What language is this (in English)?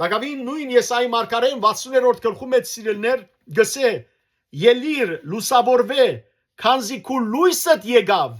Western Armenian